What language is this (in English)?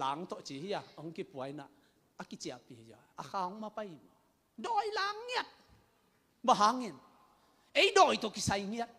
Tedim Chin